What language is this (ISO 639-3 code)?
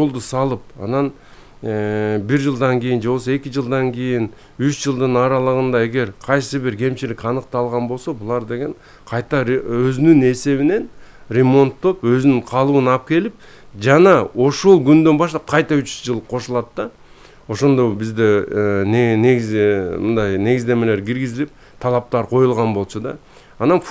kir